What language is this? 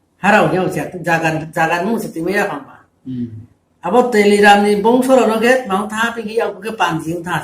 Riang (India)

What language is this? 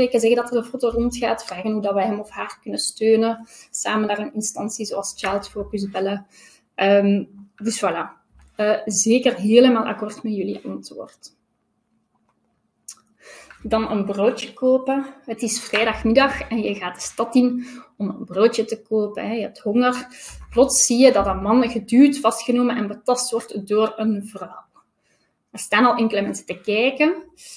Dutch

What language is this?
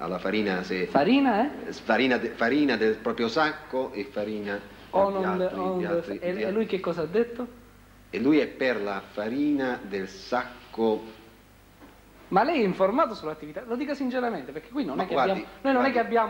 Italian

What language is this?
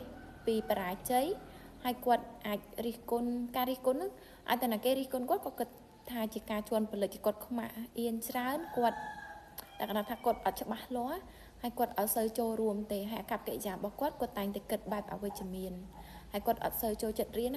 Khmer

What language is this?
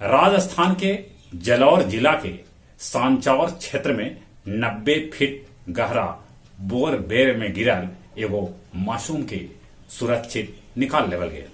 Magahi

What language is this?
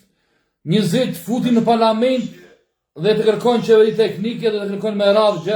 Albanian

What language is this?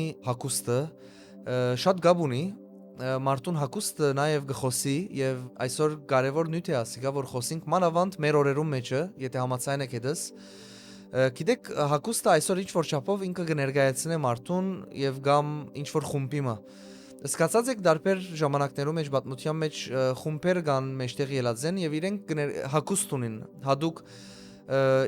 Western Armenian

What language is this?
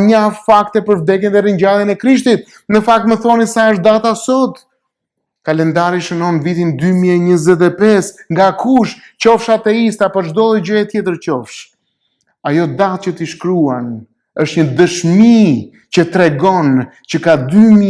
Albanian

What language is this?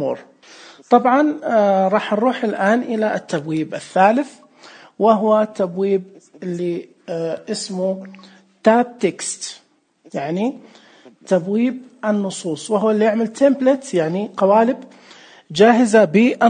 Najdi Arabic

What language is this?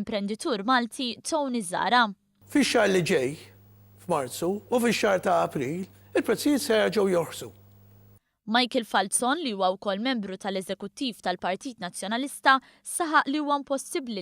Maltese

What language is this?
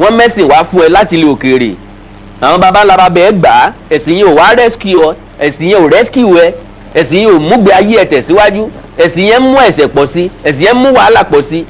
Yoruba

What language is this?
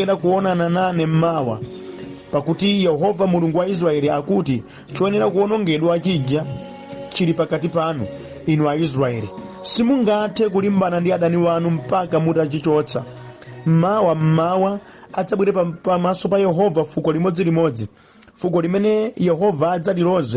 Nyanja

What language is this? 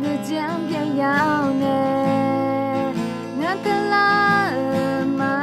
Akha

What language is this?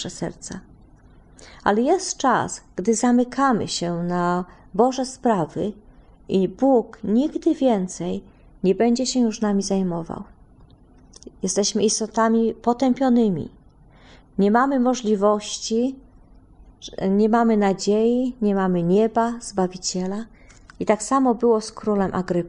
Polish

